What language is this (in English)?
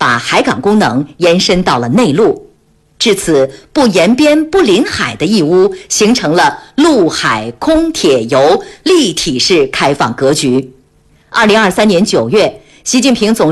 Chinese